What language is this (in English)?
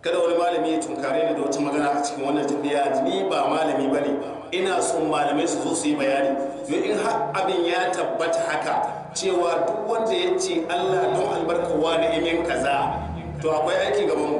Hausa